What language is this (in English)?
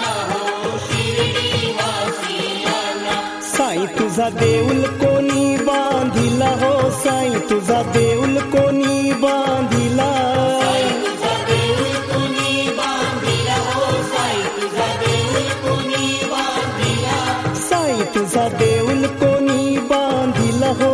Marathi